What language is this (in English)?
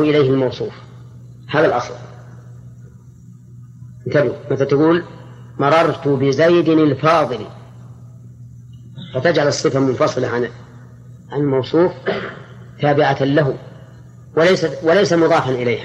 Arabic